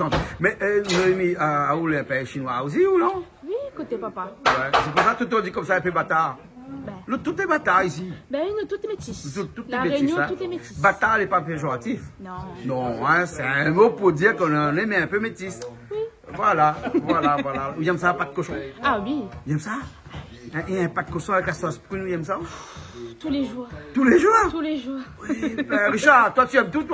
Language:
Réunion Creole French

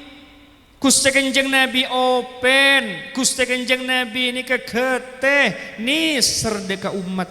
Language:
Madurese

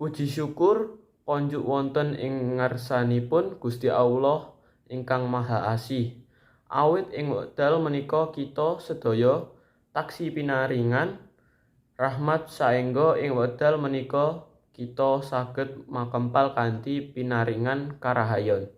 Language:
Javanese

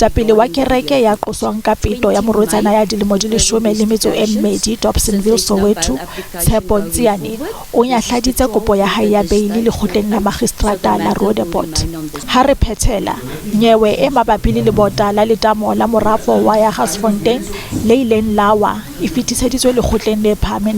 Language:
Southern Sotho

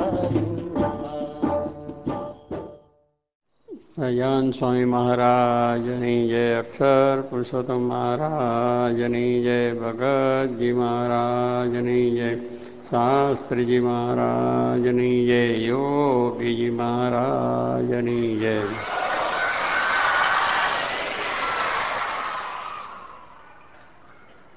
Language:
Gujarati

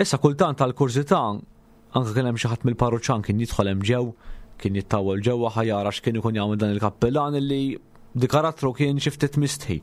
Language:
Maltese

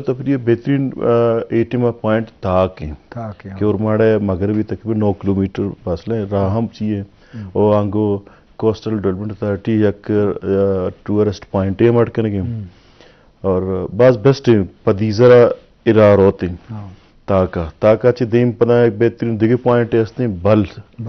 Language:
Eastern Balochi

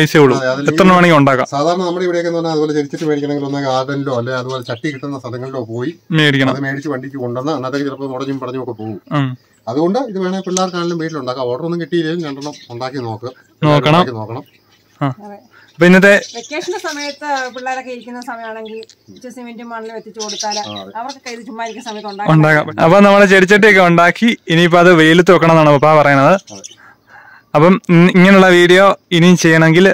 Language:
Malayalam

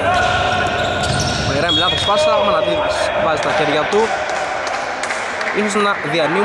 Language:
Greek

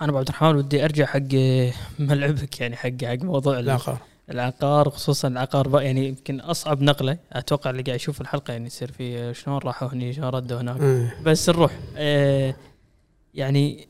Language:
Gulf Arabic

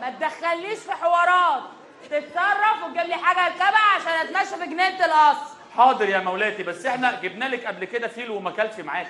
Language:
Egyptian Arabic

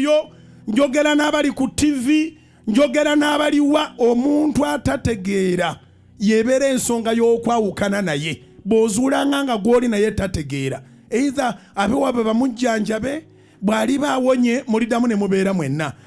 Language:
Ganda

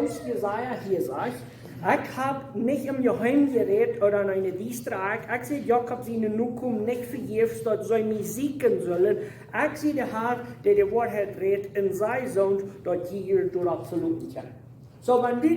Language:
Plautdietsch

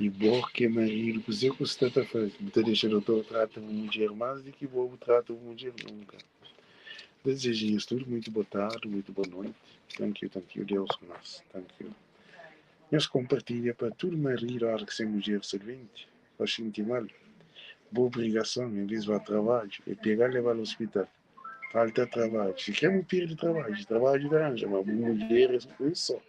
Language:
Kabuverdianu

